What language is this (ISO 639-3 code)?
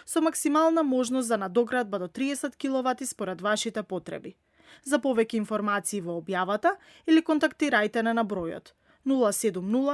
mkd